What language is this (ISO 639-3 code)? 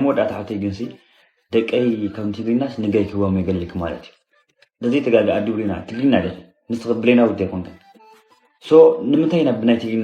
tir